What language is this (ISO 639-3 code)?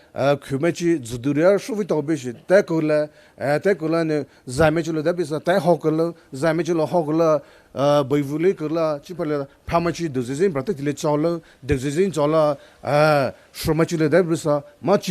pmx